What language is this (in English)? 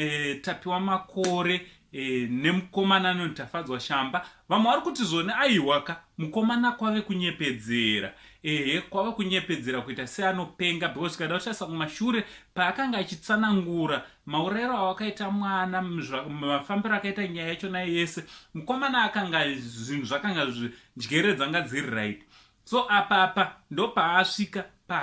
Shona